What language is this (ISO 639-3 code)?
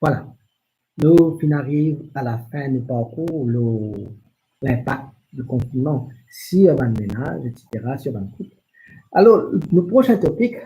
mfe